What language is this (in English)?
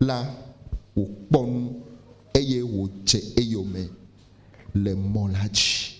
Ewe